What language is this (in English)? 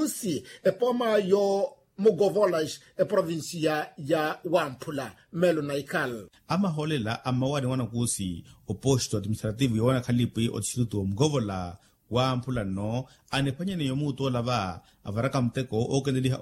Makhuwa